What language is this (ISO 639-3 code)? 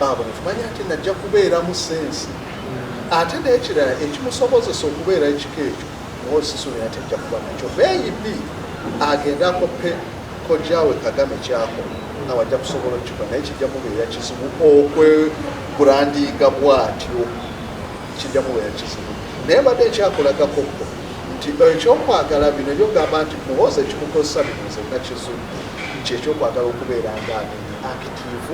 lug